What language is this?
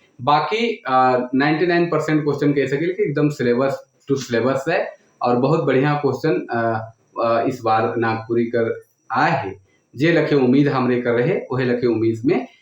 Sadri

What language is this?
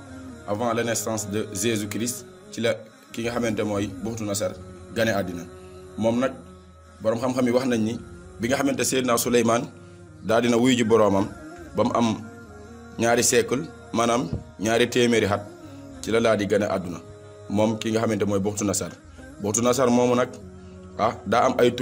Wolof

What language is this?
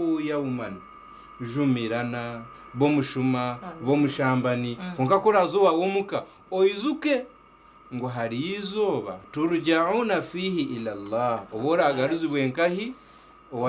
Nyankole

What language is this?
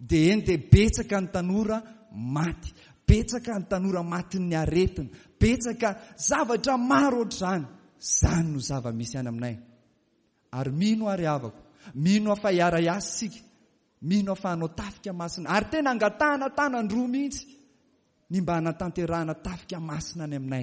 Malagasy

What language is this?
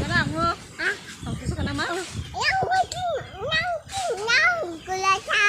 Kok Borok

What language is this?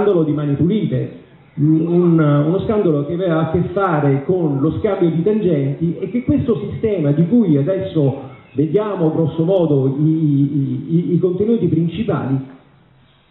Italian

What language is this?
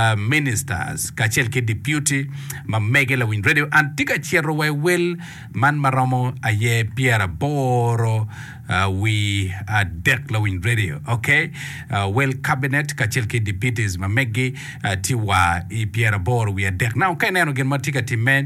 Acoli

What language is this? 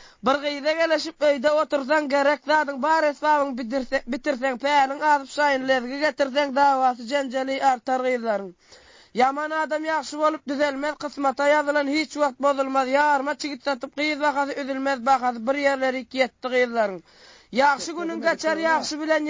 Turkmen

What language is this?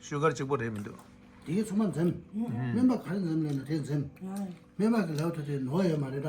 Tibetan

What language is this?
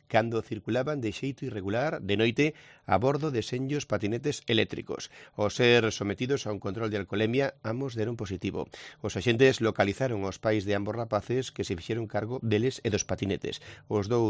Galician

